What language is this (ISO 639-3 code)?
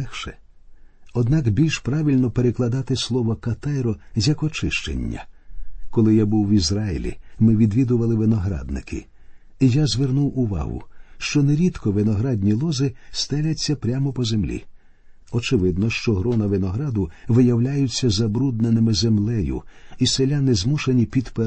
ukr